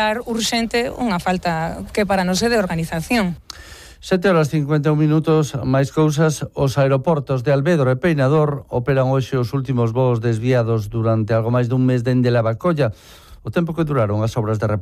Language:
Galician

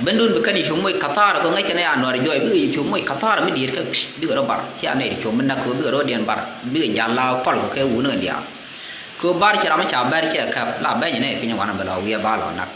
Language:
Nuer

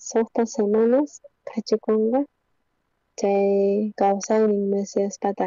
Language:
South Bolivian Quechua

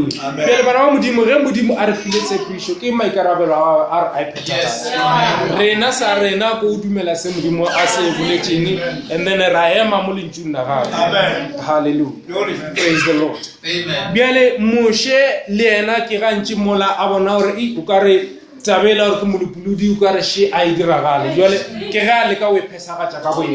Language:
Northern Sotho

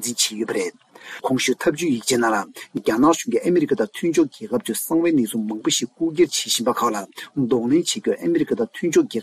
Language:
Tibetan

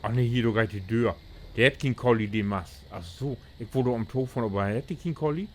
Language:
Low German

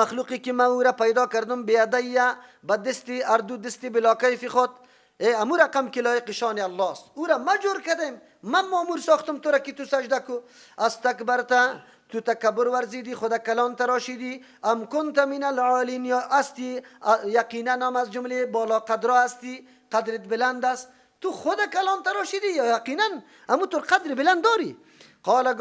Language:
Persian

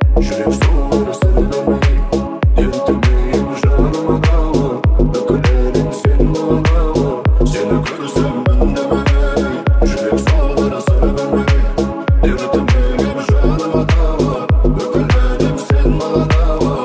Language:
Kazakh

